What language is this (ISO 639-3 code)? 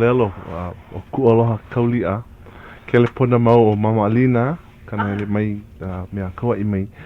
haw